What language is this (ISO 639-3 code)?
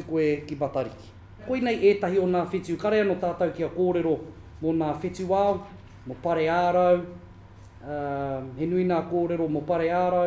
mri